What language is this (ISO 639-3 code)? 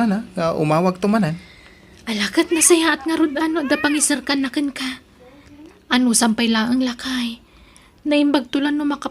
ilo